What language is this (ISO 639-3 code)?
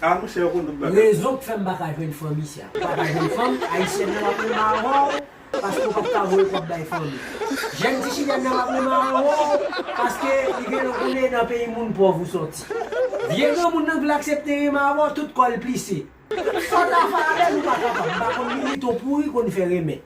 hat